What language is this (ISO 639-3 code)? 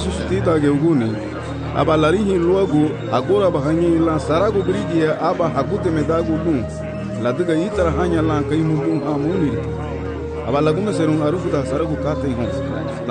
cab